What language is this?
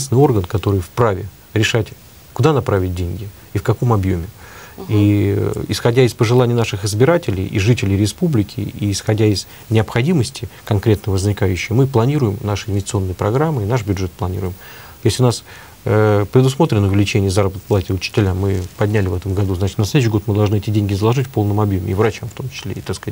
Russian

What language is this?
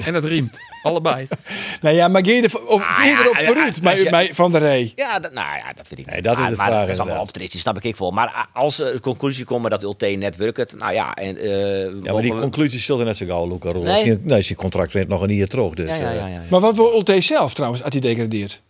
Western Frisian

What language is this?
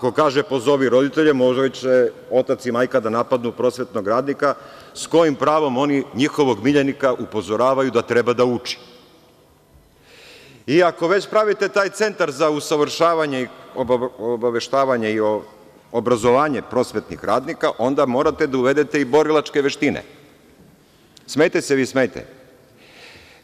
Serbian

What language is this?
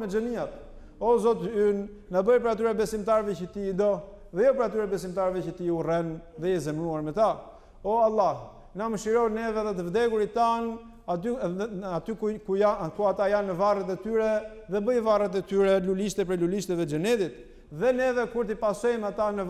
Albanian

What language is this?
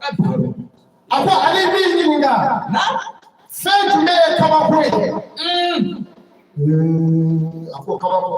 Bambara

